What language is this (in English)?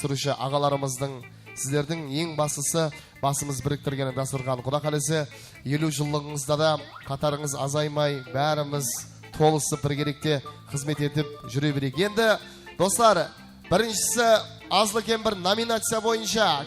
Kara-Kalpak